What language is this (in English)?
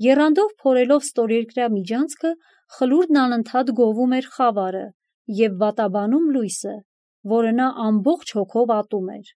Armenian